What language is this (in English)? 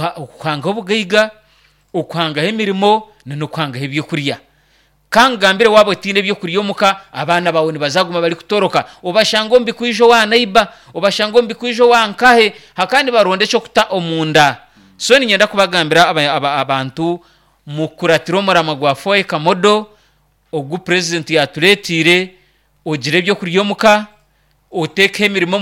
Nyankole